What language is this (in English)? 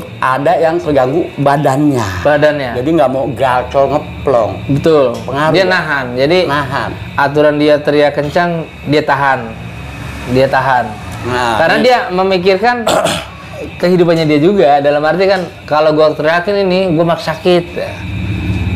Indonesian